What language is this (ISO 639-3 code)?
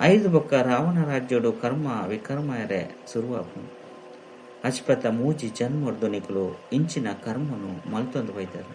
tcy